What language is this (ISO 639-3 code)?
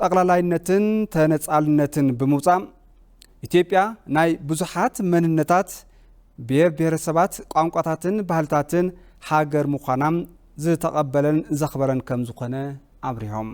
tir